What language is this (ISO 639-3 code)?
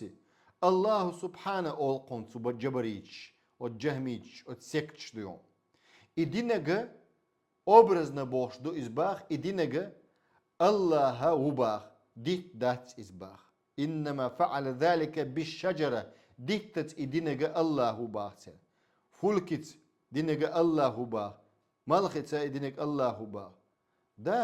che